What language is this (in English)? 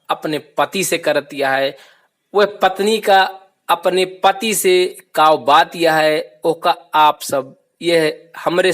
Awadhi